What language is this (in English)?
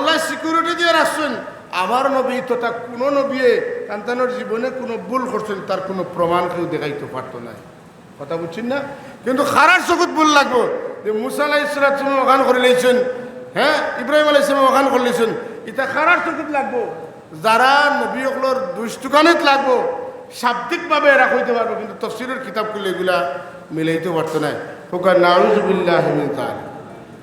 Sylheti